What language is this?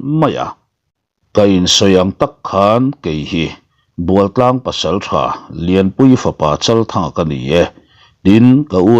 Mizo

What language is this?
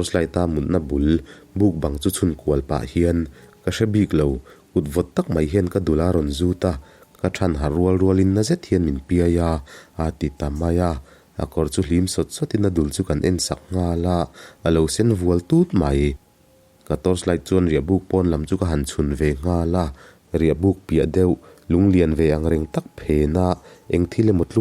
Mizo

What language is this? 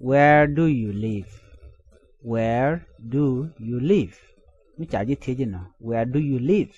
Nuer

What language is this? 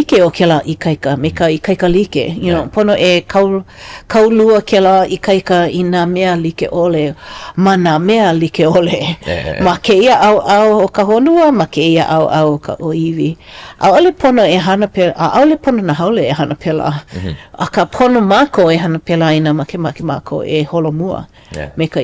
Hawaiian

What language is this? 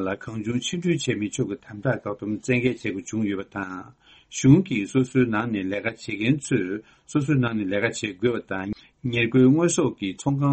Tibetan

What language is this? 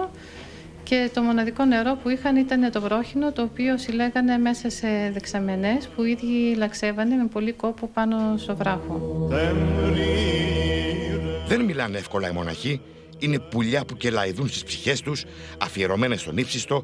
Greek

